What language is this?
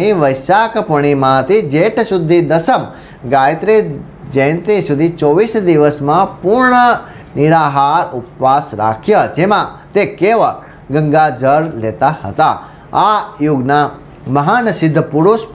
Gujarati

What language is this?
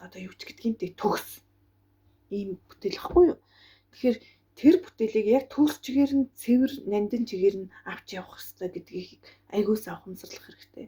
Mongolian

